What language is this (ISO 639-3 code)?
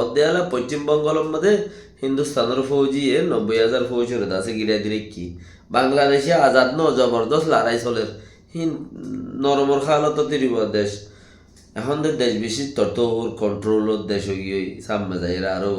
rhg